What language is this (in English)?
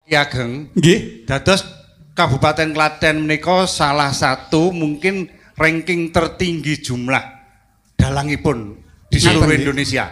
Javanese